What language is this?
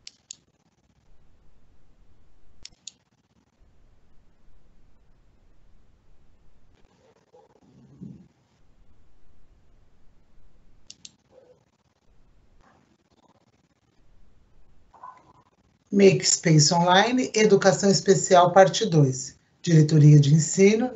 Portuguese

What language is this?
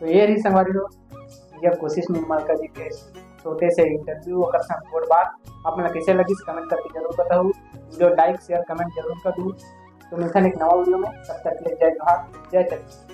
Chhattisgarhi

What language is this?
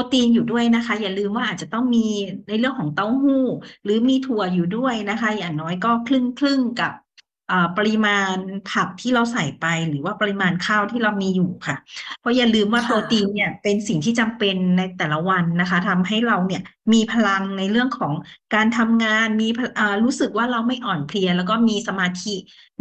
Thai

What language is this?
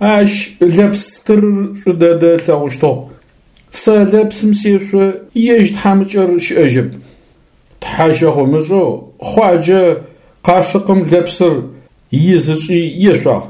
Adyghe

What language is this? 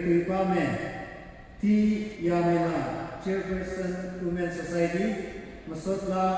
Tangkhul Naga (India)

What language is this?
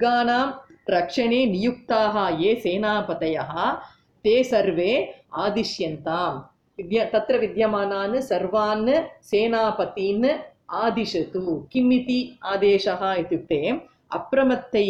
Sanskrit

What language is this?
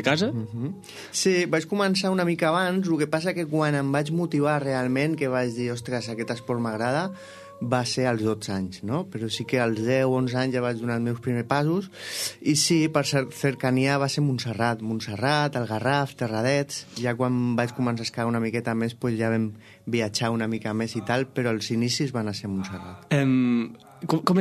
Catalan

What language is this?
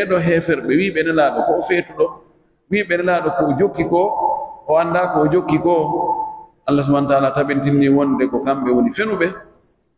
Pular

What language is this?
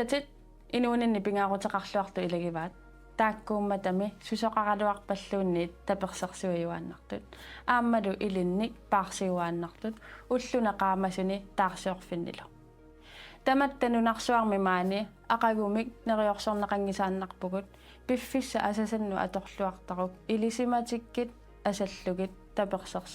Kalaallisut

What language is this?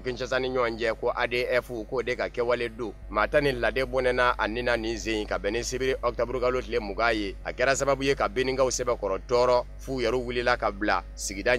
Bambara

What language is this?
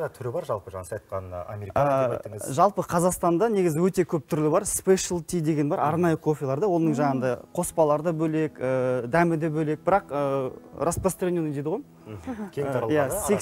Kazakh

